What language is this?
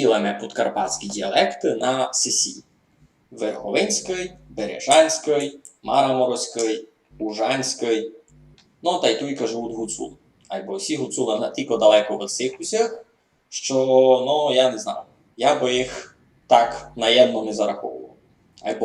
Rusyn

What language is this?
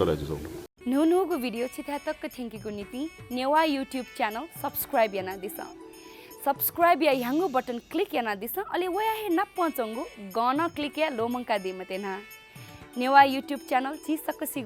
Newari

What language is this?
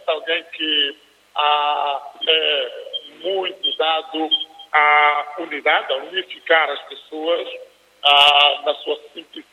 Portuguese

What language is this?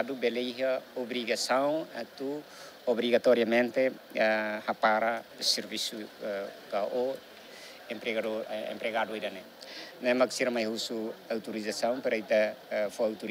Tetum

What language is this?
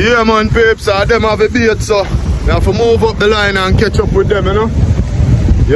Jamaican Creole English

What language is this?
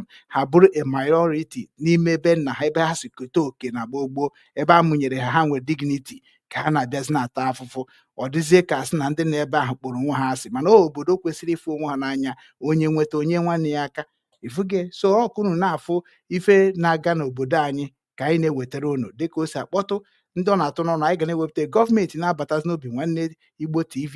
Igbo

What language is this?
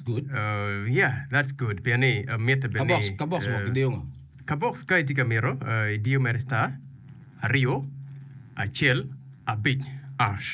Acoli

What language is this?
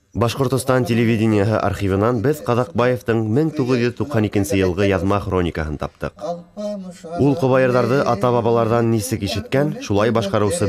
Bashkir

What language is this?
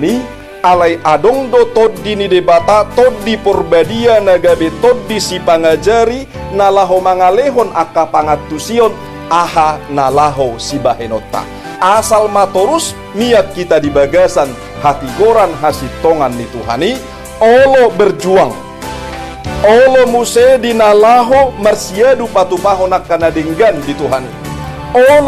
Batak Toba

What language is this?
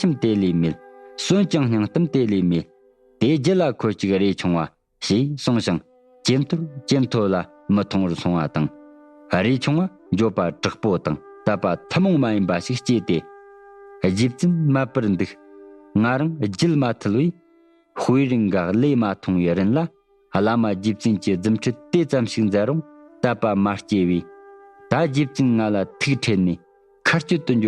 Tibetan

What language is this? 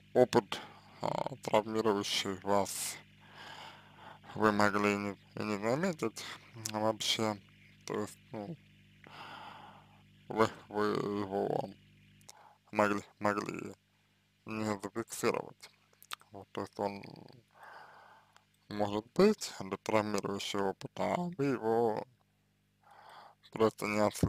Russian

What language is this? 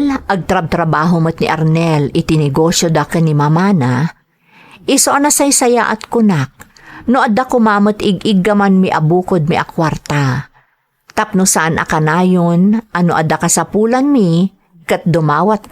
Iloko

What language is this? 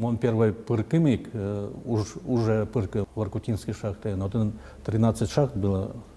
Udmurt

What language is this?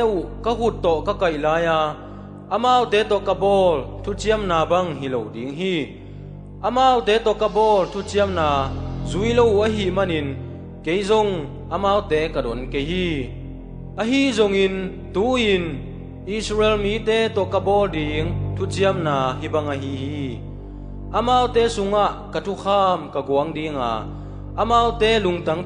Tedim Chin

